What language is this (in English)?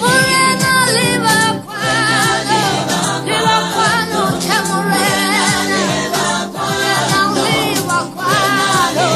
Tswana